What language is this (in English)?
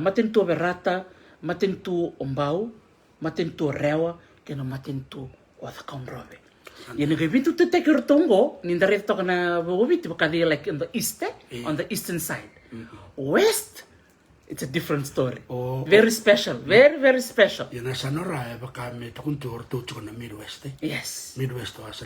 Fijian